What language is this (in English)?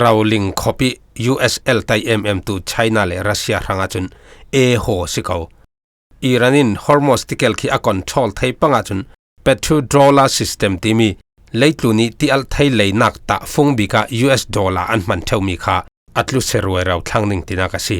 Falam Chin